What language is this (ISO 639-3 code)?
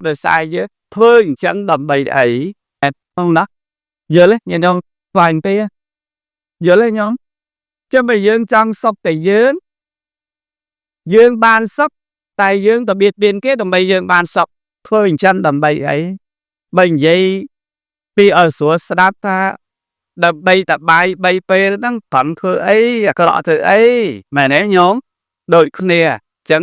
khm